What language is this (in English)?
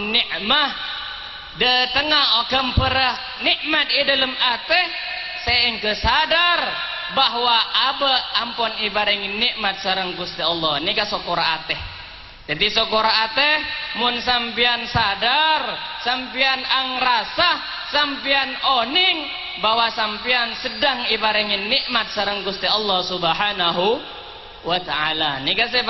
Madurese